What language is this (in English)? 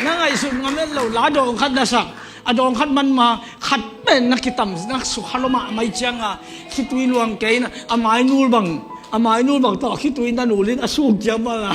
Tedim Chin